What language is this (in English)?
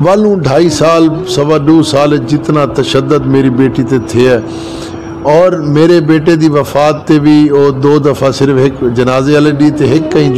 Saraiki